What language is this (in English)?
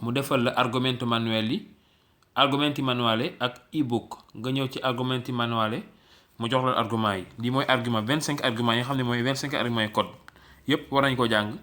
Wolof